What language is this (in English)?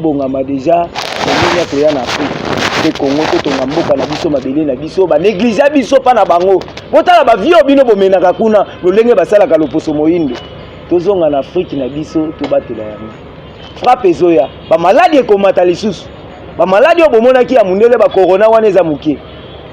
Lingala